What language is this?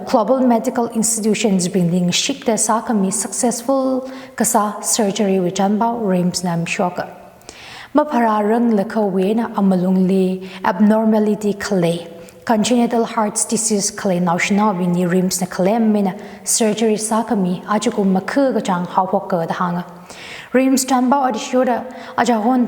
Tangkhul Naga (India)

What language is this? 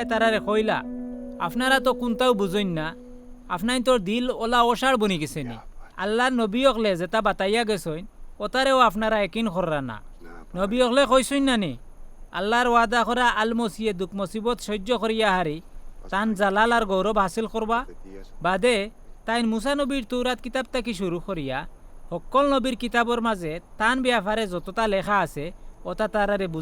Sylheti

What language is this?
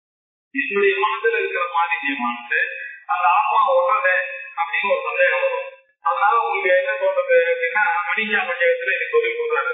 Tamil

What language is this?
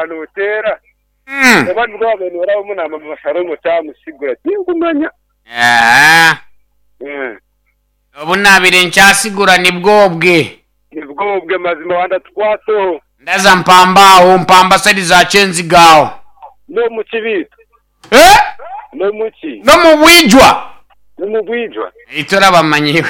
Nyankole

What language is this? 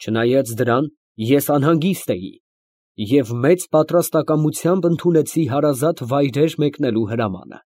Armenian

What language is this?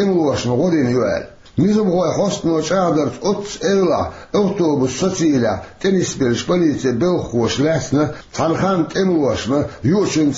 Chechen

